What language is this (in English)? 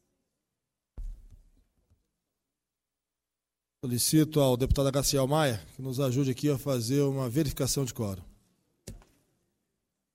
Portuguese